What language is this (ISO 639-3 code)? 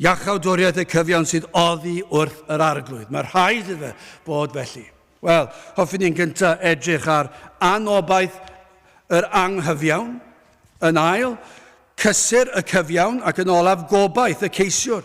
cym